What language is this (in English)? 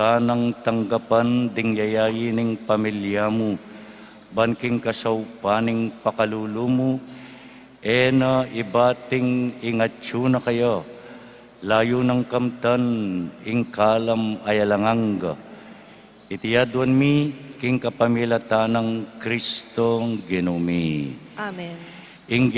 Pampanga